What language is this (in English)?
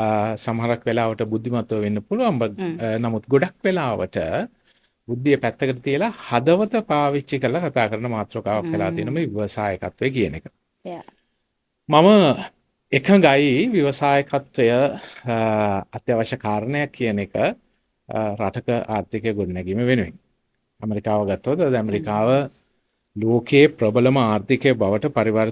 Sinhala